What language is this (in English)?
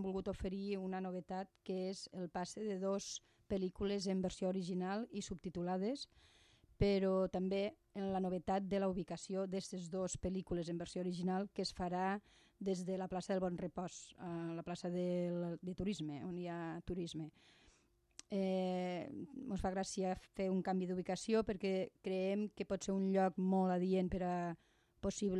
Catalan